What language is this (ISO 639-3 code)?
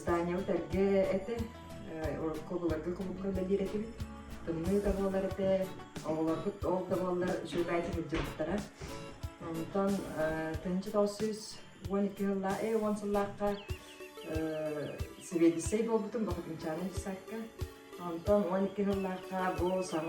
sah